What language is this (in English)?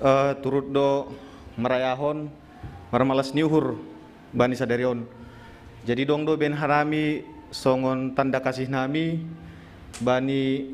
Batak Simalungun